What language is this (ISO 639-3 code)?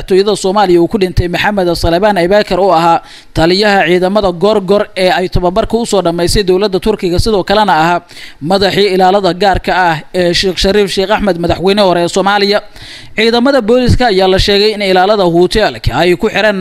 som